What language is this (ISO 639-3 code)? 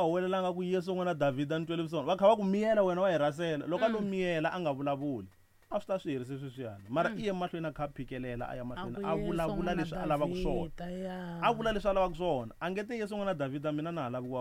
tso